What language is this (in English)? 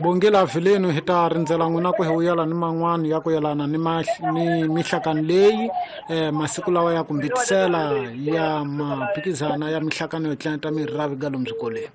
Tsonga